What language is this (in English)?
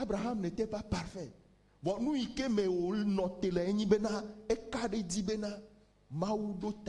Ewe